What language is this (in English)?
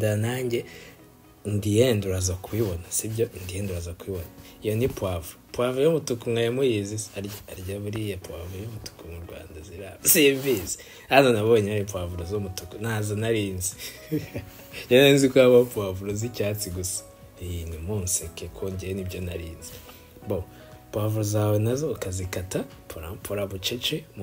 Kinyarwanda